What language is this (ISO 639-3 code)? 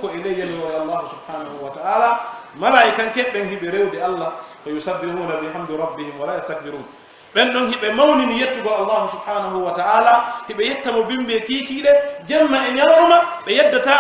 fuf